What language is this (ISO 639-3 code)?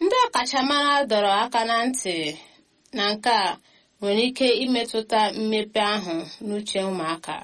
ibo